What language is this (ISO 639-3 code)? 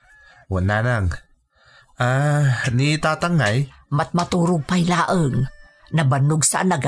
ilo